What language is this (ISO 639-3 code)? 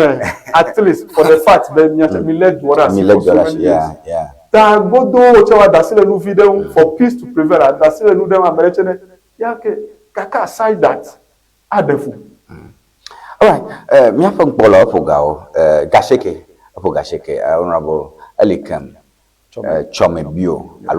ewe